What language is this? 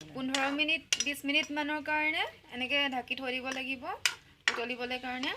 Assamese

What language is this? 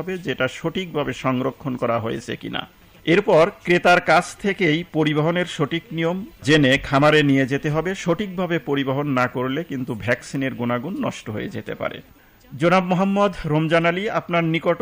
Bangla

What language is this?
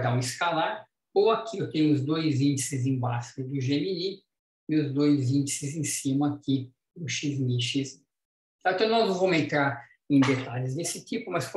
Portuguese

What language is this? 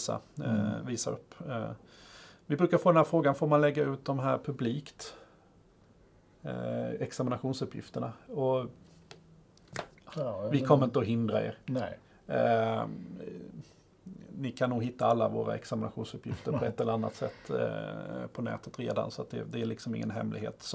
Swedish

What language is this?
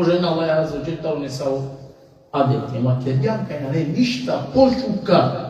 Balkan Romani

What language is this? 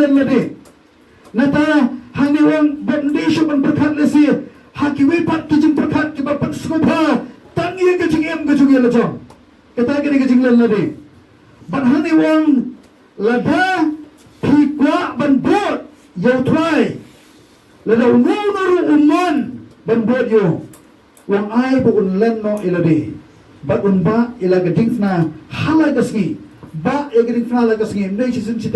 Khasi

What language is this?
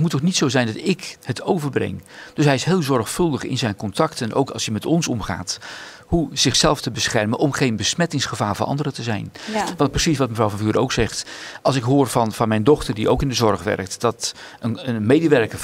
Dutch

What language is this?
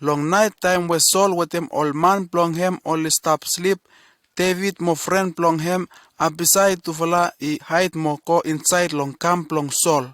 Bislama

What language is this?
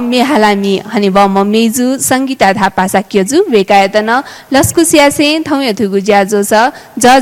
Newari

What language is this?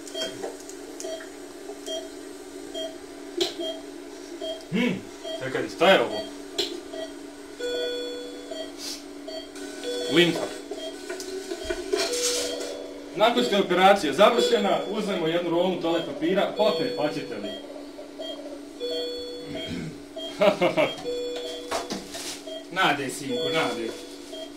Bosnian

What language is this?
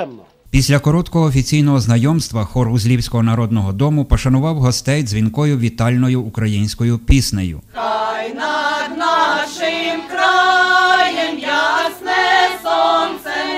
Ukrainian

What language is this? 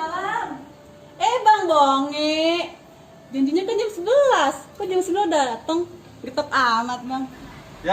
Betawi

